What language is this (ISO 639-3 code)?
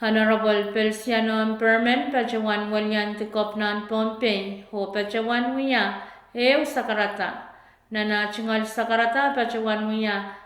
pon